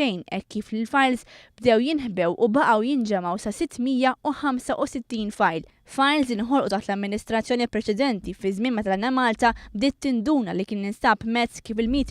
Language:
Maltese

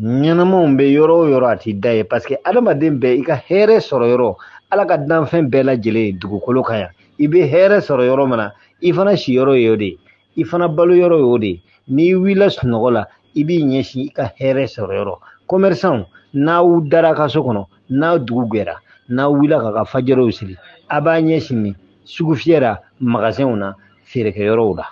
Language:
Bambara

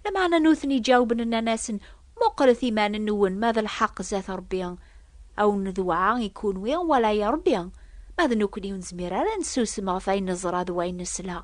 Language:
Kabyle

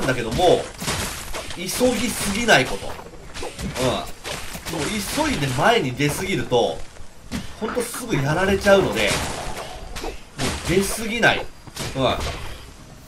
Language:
Japanese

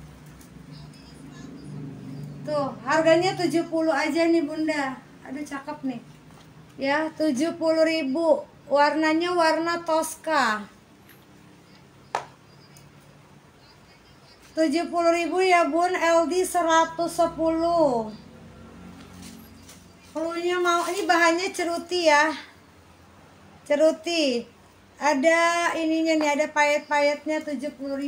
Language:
Indonesian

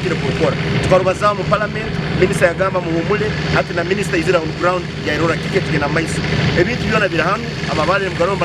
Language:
Nyankole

